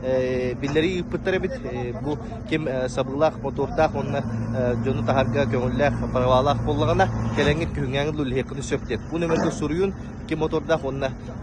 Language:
Yakut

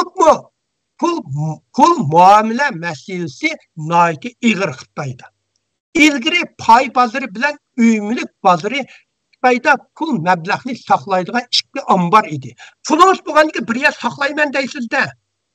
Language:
Uyghur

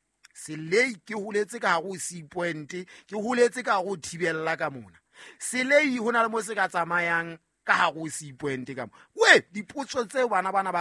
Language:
Southern Sotho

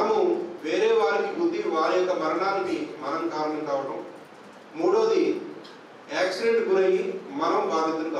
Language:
Telugu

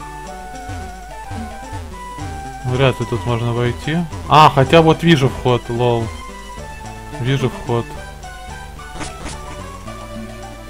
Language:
Russian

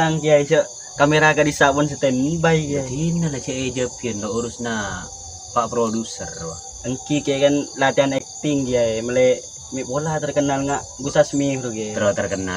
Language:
Madurese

